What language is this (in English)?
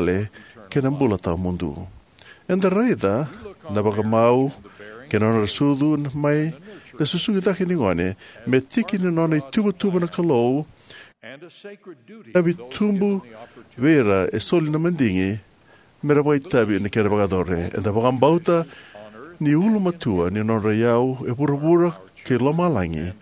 Fijian